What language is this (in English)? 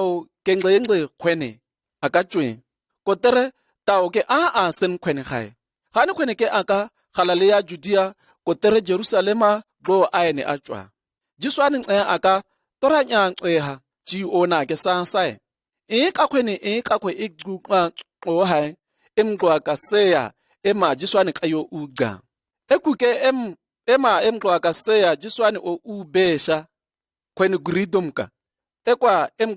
Shua